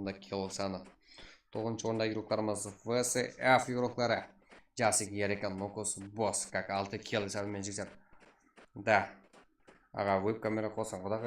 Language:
Kara-Kalpak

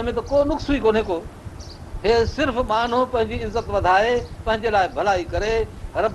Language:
Sindhi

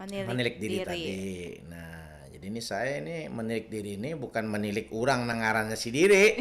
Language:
Banjar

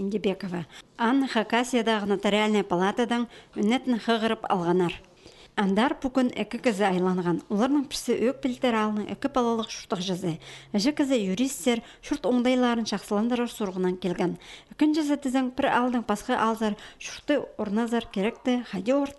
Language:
Khakas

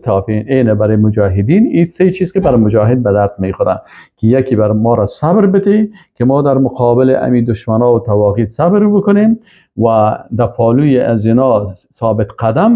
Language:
Persian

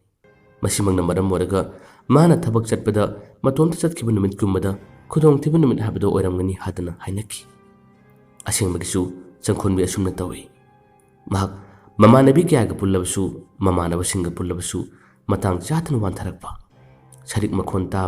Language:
Manipuri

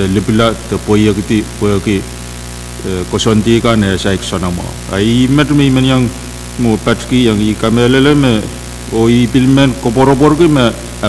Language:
Pohnpeian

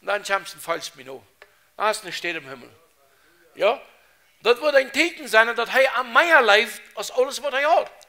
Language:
Plautdietsch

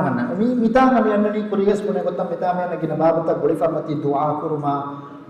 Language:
Divehi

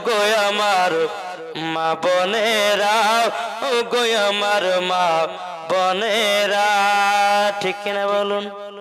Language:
Bangla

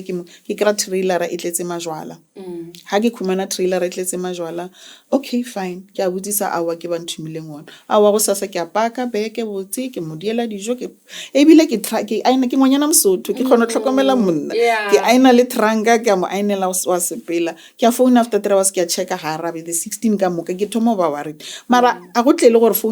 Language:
Northern Sotho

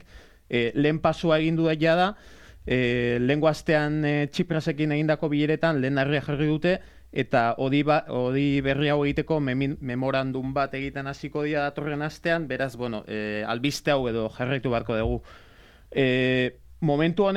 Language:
Basque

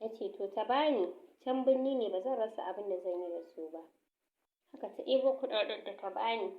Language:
Hausa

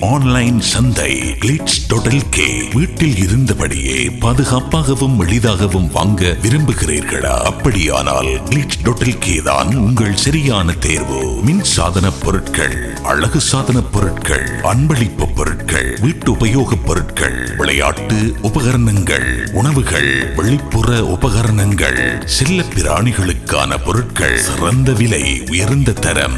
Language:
Tamil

